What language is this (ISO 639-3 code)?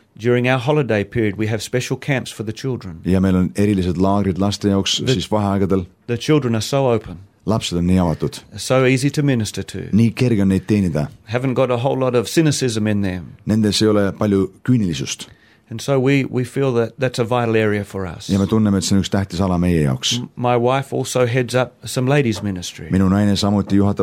est